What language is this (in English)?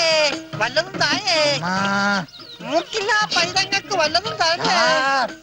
Malayalam